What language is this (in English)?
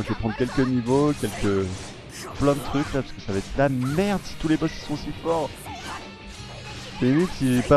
French